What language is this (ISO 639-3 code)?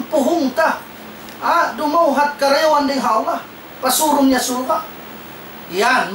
tsg